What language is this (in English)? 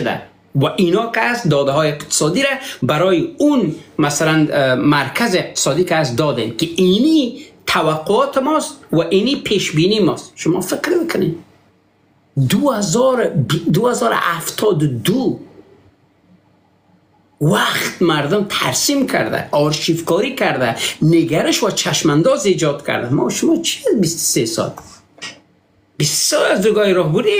Persian